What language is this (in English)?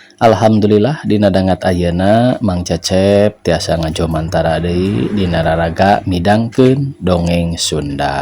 Sundanese